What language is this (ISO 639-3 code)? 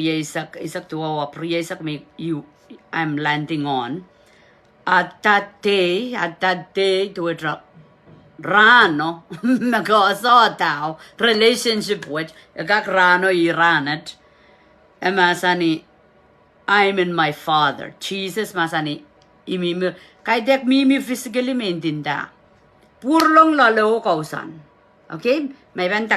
pon